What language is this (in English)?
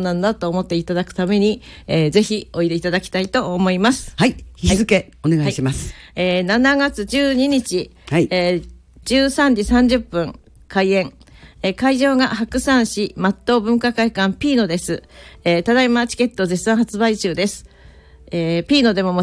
Japanese